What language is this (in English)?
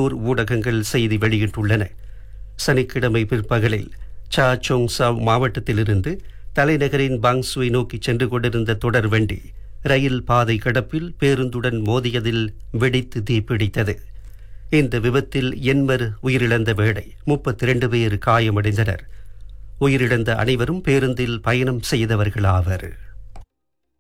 Tamil